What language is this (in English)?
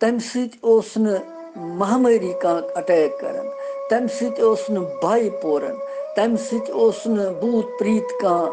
Kashmiri